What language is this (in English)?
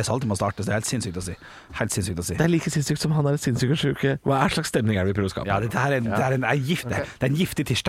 Norwegian